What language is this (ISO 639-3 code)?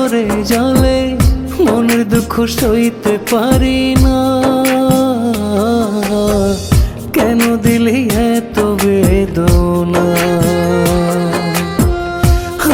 ben